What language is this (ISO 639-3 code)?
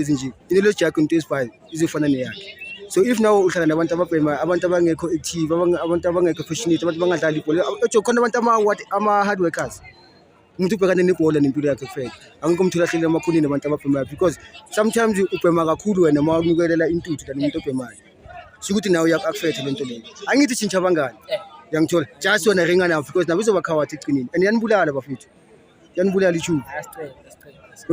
zul